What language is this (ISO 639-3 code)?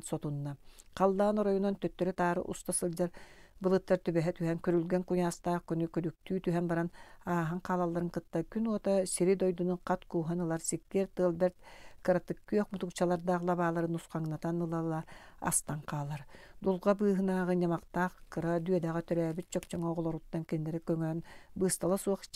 sah